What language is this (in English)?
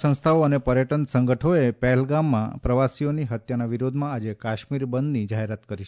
Gujarati